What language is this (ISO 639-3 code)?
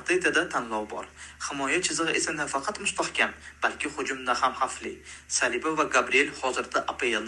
uzb